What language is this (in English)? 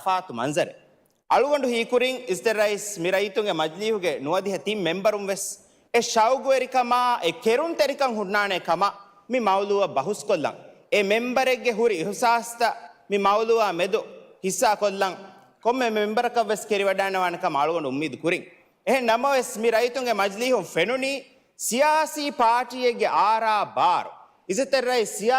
Divehi